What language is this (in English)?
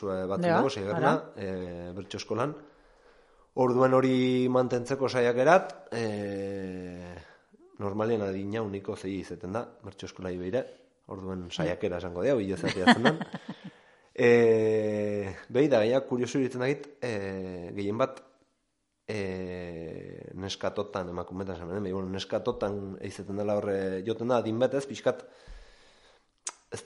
Basque